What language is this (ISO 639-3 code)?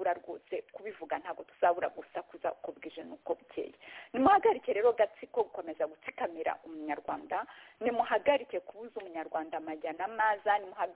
kin